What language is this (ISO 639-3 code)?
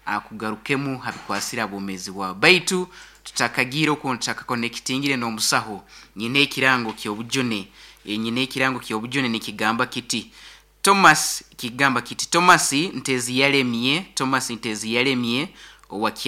nyo